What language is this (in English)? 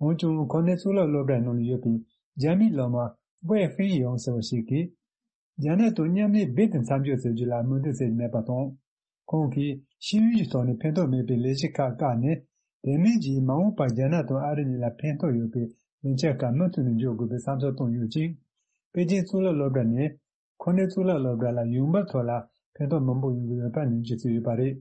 Tibetan